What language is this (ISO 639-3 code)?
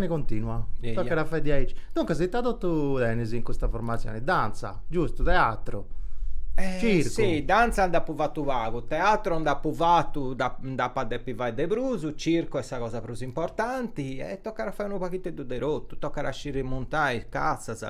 srd